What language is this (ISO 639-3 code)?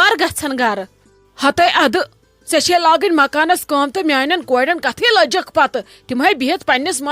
kas